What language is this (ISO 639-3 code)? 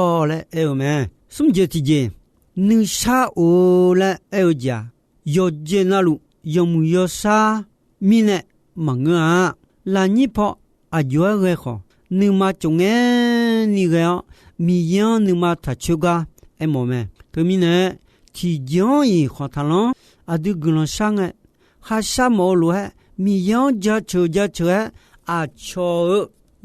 ahk